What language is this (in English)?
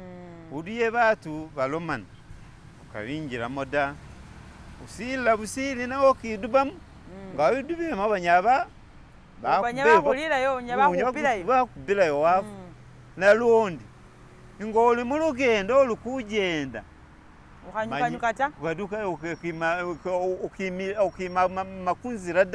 Masaaba